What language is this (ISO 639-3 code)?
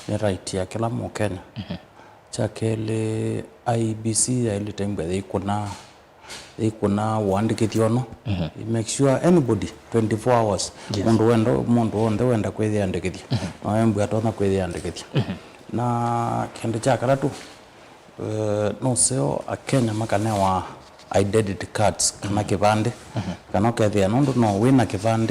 kam